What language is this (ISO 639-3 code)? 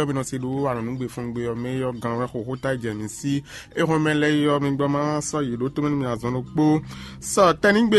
fon